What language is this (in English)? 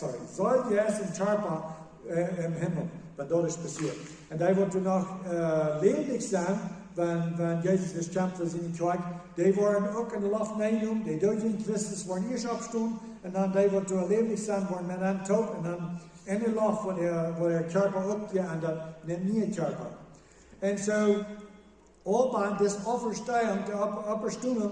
Plautdietsch